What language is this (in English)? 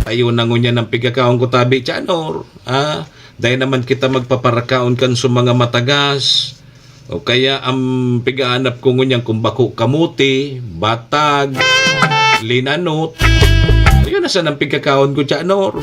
Bikol